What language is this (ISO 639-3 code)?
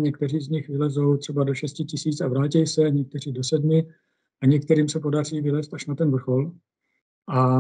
ces